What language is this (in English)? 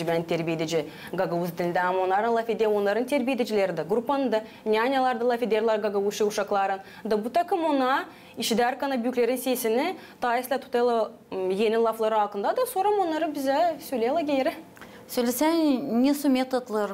Gagauz